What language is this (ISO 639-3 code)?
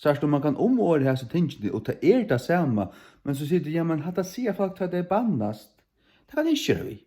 fao